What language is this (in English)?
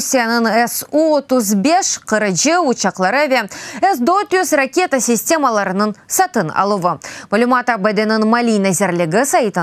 Crimean Tatar